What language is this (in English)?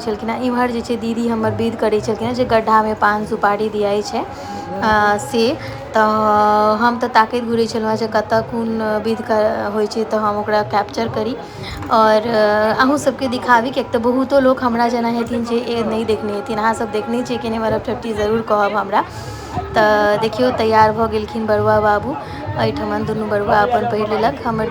Maithili